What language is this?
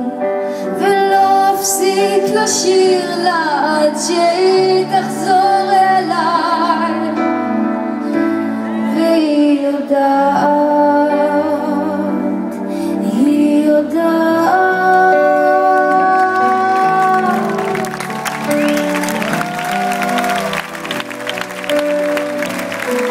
Hebrew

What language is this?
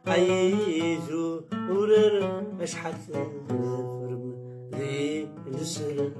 Kabyle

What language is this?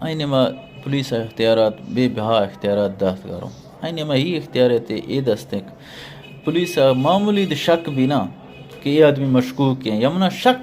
Eastern Balochi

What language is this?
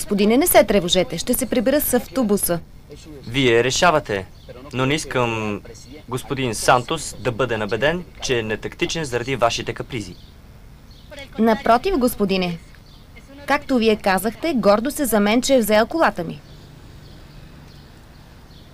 Bulgarian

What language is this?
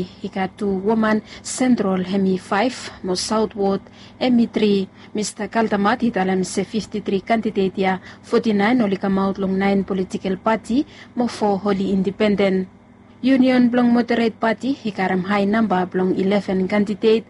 Bislama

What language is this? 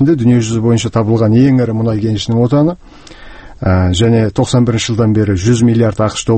Kazakh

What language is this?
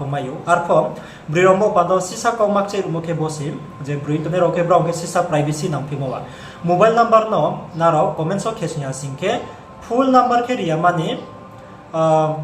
Riang (India)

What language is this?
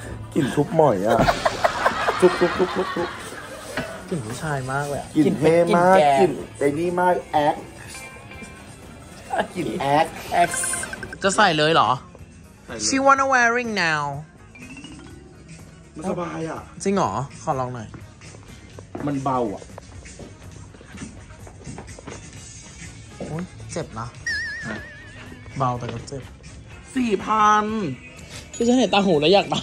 Thai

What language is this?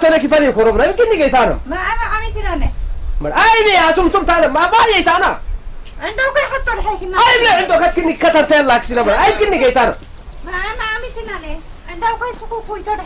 Saho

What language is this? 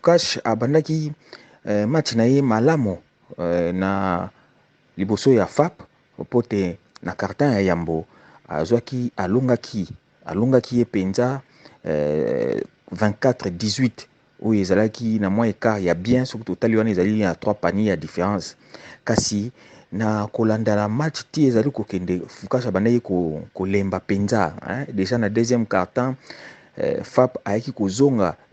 Lingala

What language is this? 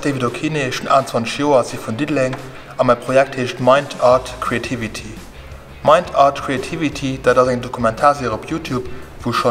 Luxembourgish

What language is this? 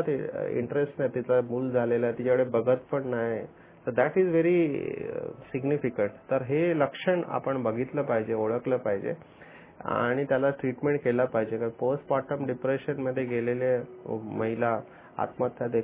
Marathi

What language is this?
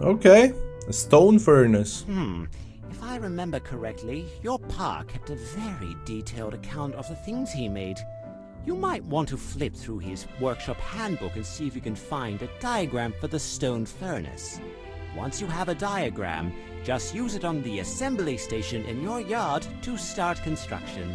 Swiss German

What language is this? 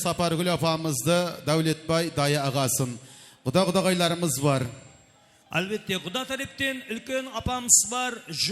Kara-Kalpak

